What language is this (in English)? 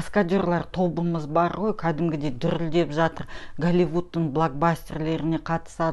Kazakh